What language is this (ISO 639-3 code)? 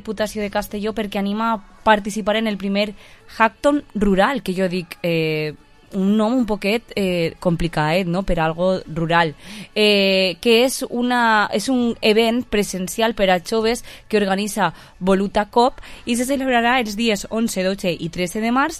cat